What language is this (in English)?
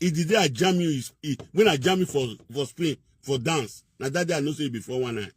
Nigerian Pidgin